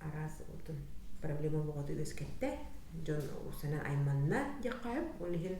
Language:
Yakut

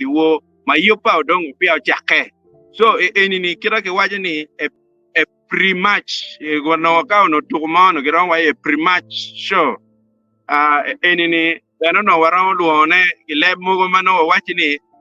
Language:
Acoli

